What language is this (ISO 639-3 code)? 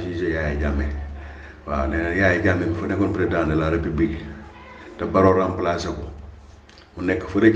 wol